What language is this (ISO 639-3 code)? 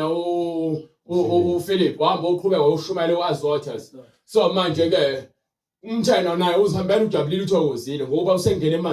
zul